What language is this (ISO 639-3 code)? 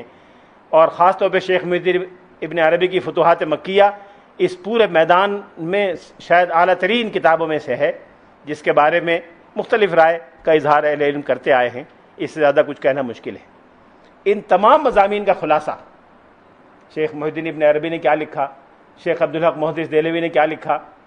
urd